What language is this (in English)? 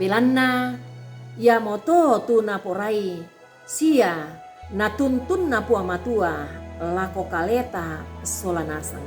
Toraja-Sa'dan